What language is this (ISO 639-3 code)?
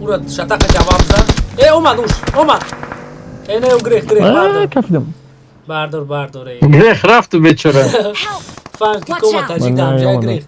tgk